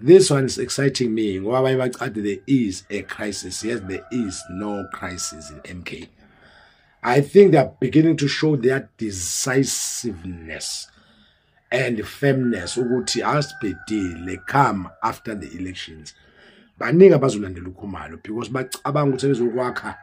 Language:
Zulu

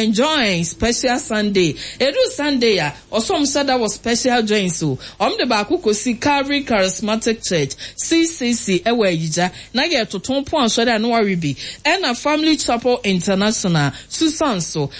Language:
Akan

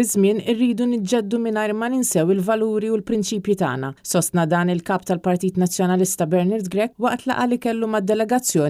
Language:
Maltese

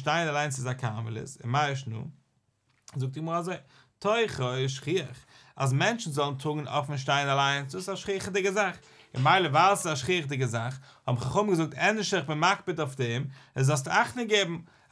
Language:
Yiddish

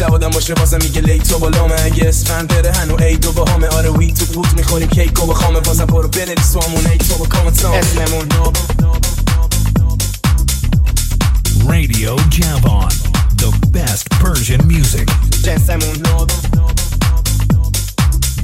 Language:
Persian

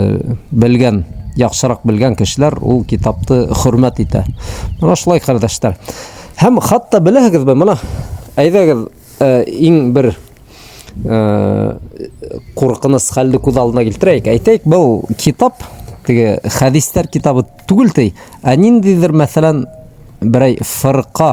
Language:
Bashkir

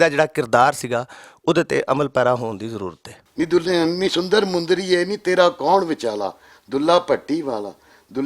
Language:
Western Panjabi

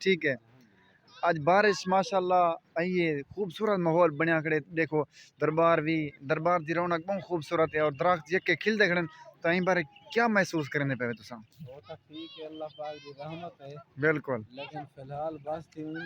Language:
Saraiki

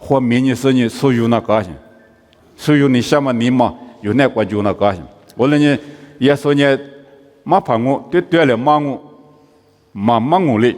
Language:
Lisu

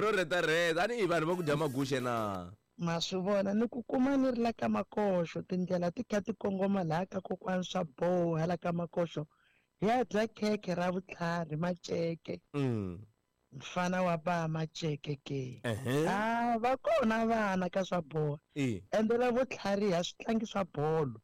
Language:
Tsonga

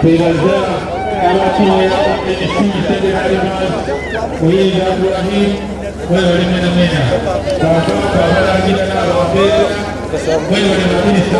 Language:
Soga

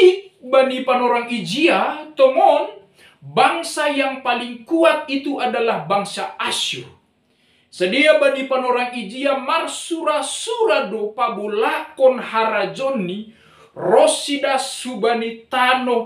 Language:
Batak Simalungun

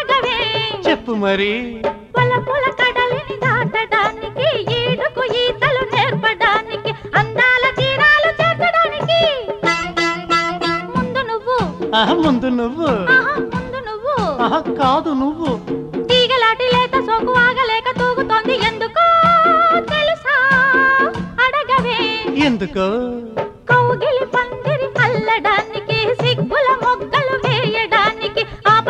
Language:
Telugu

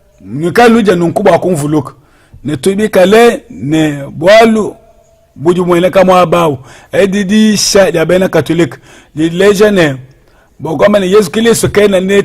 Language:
Luba-Lulua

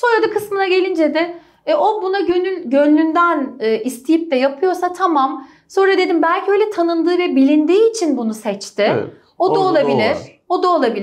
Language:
Turkish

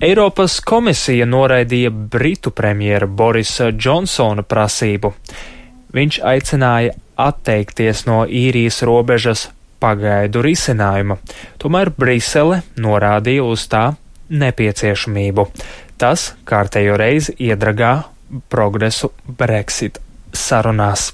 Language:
Latvian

